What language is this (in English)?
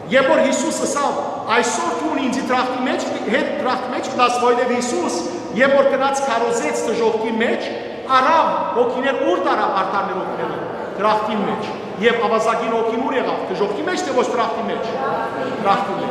Western Armenian